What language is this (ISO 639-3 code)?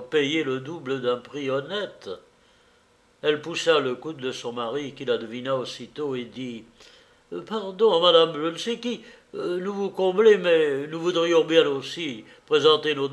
fra